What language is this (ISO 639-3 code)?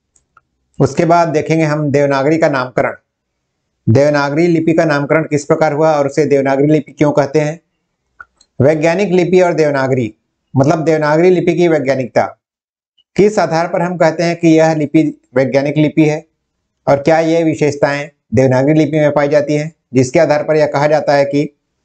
hin